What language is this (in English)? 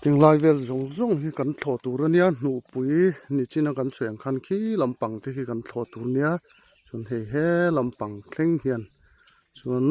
Mizo